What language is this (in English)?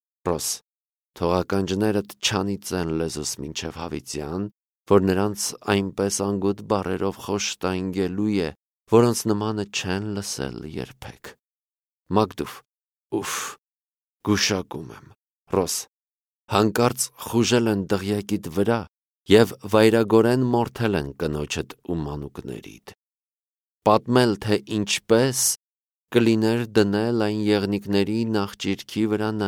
Armenian